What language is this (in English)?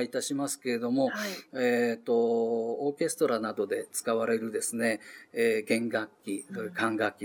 Japanese